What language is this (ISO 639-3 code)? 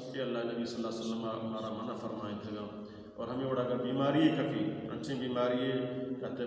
bal